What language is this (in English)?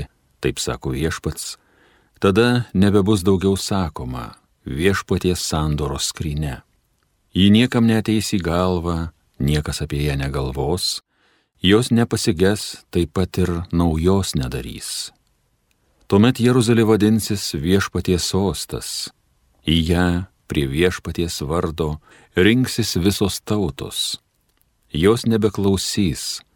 Lithuanian